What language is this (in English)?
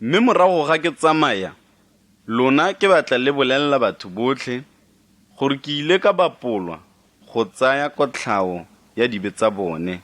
Tswana